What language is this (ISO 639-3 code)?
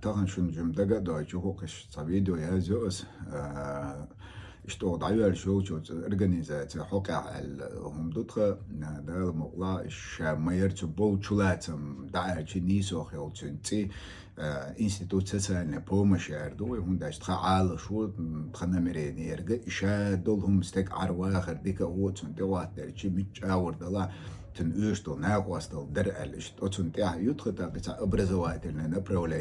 che